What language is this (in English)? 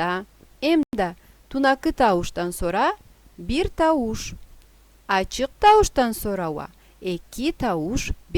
Karachay-Balkar